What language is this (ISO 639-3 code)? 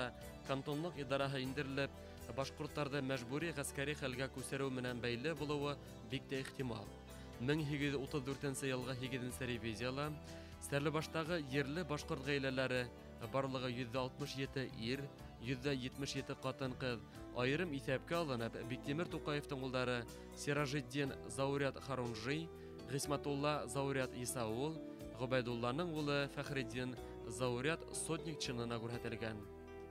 bak